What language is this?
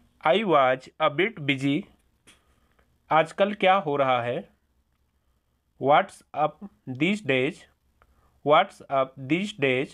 Hindi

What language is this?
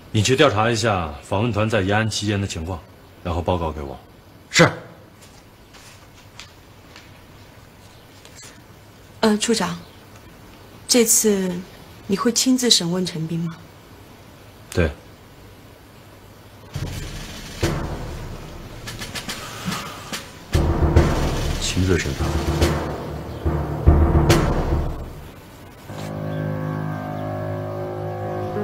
Chinese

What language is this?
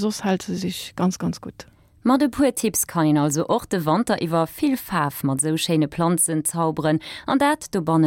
Luxembourgish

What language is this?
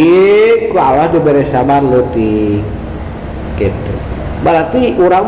Sundanese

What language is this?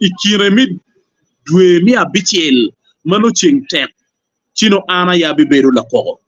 Acoli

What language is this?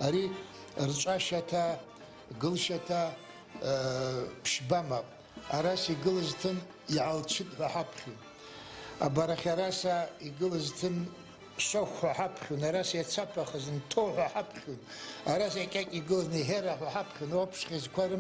Abkhazian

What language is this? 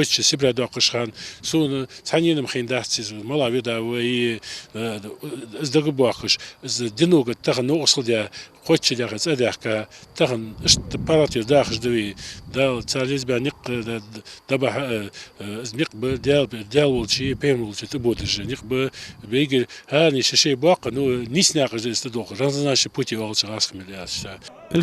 Ingush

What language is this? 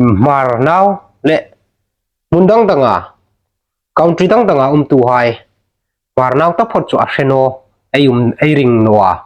Hmar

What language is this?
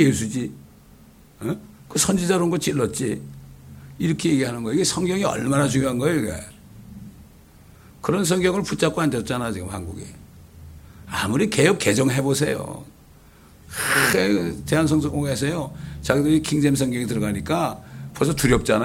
Korean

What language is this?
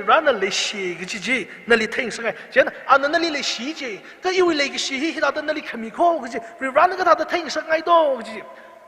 Tangkhul Naga (India)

